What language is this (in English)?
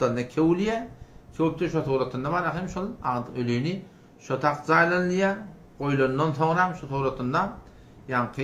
Turkmen